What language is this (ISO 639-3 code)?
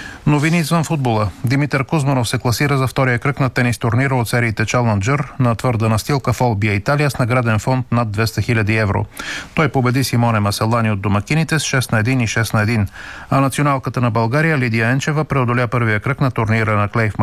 bul